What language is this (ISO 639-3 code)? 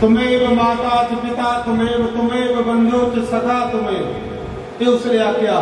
doi